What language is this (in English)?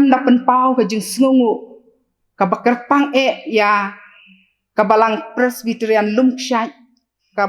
Khasi